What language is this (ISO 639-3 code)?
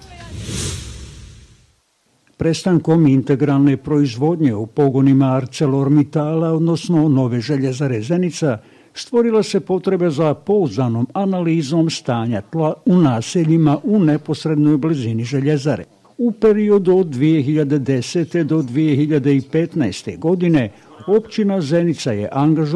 bos